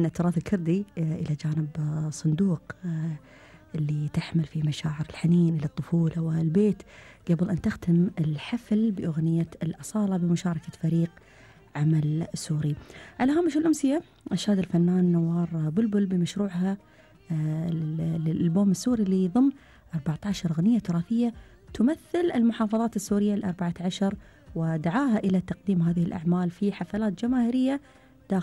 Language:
Gulf Arabic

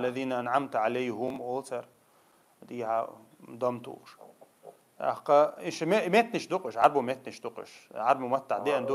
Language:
Chechen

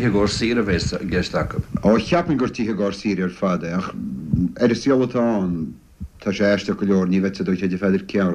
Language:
Irish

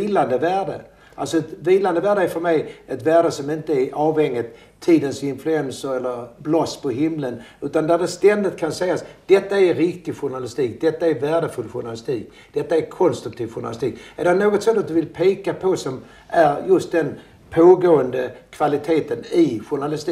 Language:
Swedish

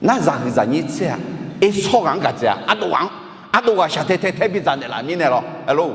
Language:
Akha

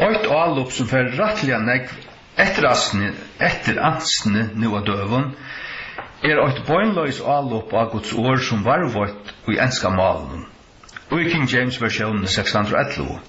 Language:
Faroese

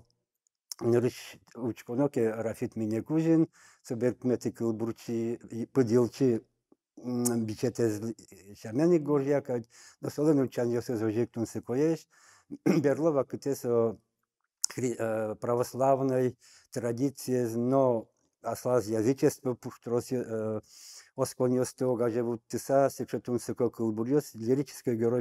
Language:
Udmurt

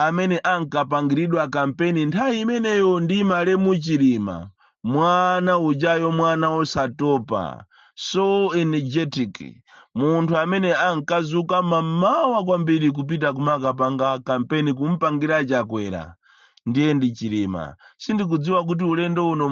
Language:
Nyanja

